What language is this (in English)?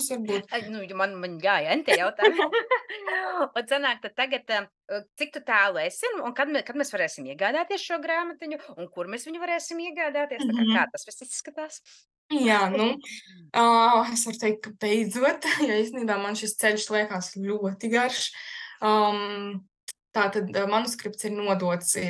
Latvian